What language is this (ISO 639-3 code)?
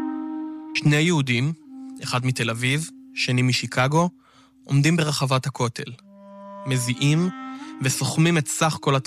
heb